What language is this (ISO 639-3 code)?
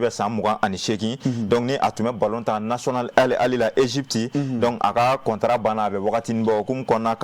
bam